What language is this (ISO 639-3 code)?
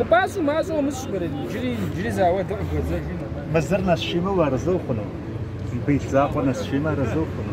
kbd